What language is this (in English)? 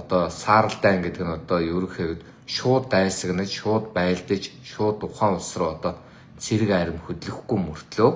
Mongolian